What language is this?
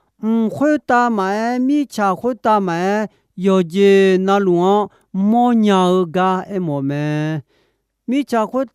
Akha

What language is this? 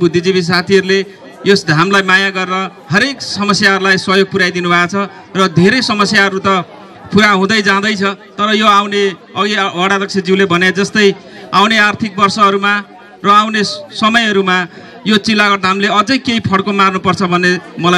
Nepali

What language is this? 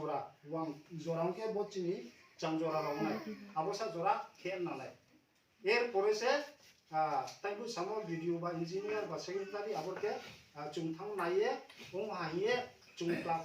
Riang (India)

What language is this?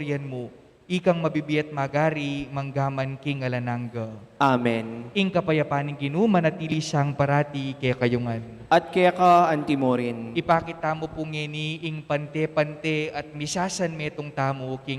Pampanga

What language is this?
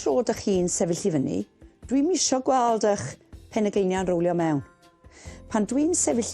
Welsh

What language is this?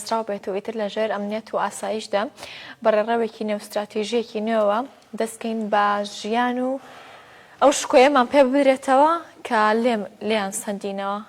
Central Kurdish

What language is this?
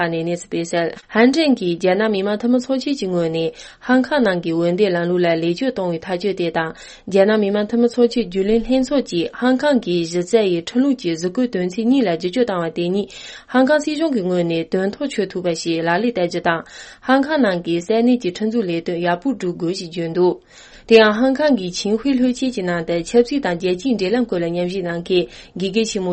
Tibetan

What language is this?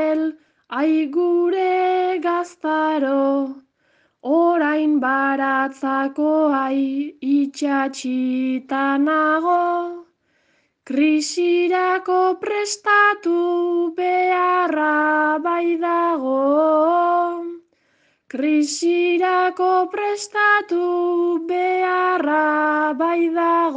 Basque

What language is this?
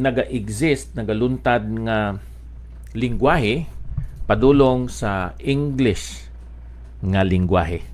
Hiligaynon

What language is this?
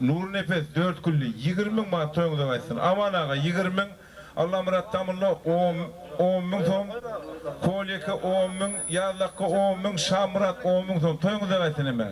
Turkmen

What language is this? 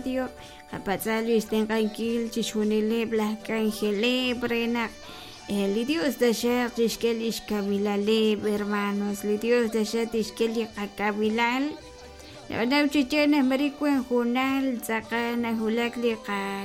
Kekchí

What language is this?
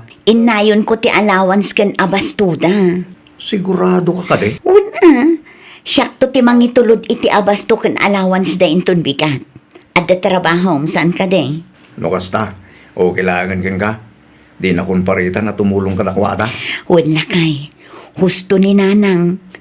Iloko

